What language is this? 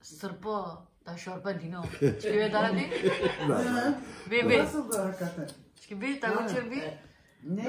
Kurdish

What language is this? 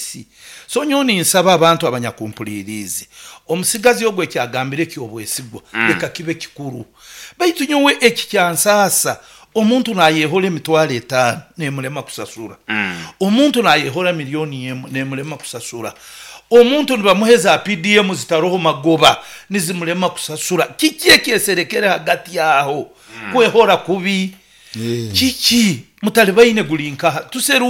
Nyoro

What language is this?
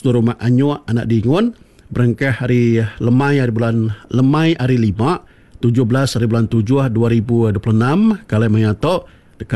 Iban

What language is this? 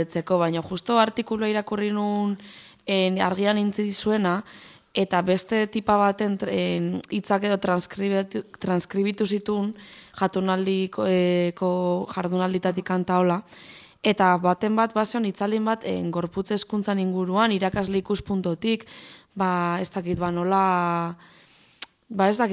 Basque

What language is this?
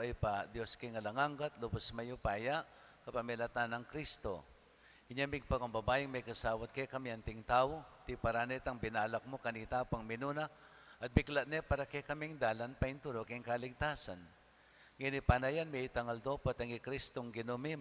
Pampanga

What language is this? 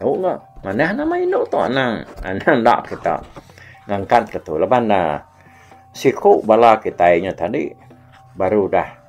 Iban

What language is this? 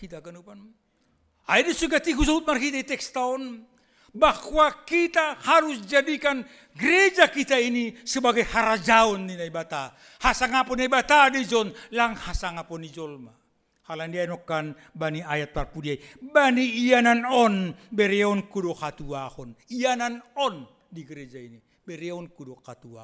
Batak Simalungun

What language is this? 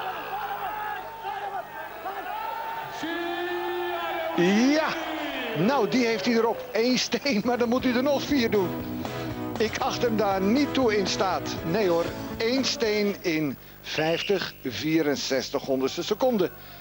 Dutch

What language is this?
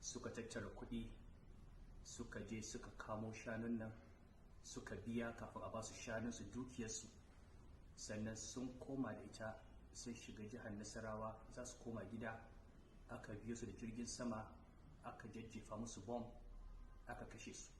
Hausa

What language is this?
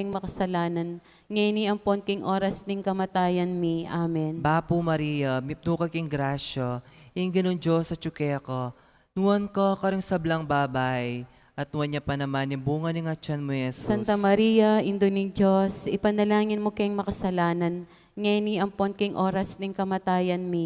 Pampanga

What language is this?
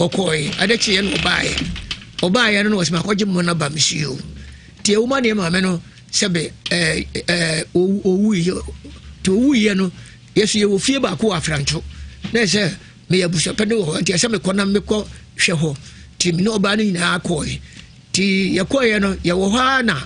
Akan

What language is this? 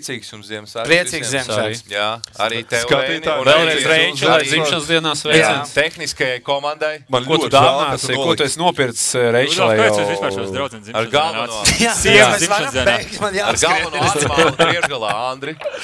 Latvian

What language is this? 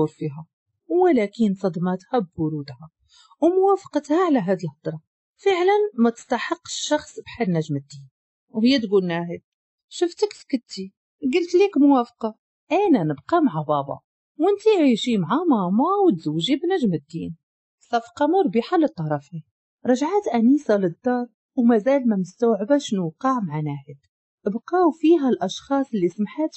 Moroccan Arabic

